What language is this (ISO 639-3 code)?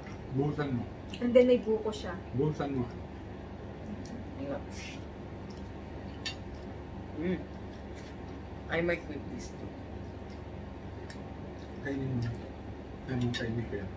fil